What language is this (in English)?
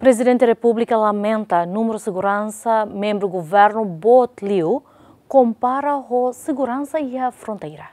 Tetum